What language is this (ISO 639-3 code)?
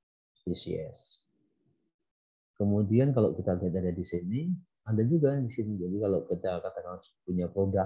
ind